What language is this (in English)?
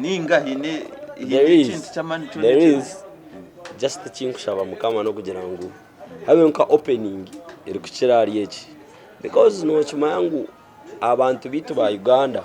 Nyankole